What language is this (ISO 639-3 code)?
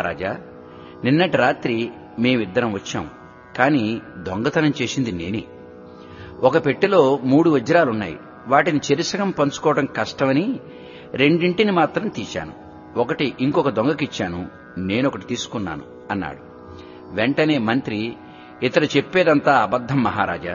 tel